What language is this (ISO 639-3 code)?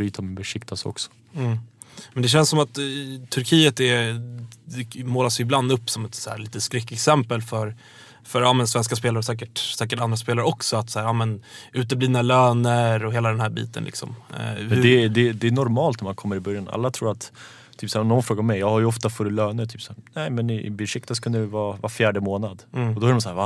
swe